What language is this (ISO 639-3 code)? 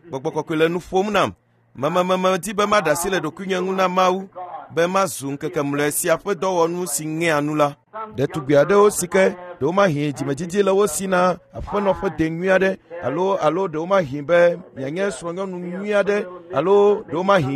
ewe